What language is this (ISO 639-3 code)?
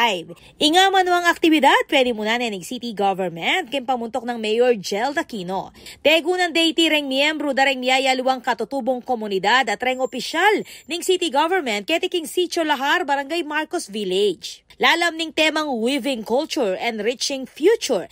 pam